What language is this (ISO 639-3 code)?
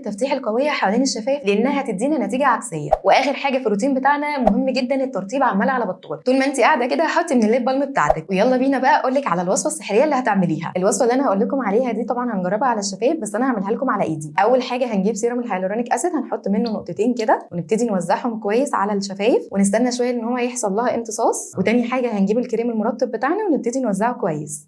arz